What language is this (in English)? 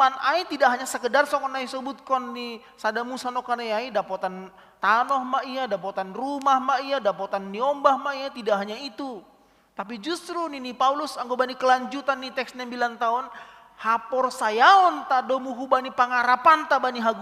Batak Simalungun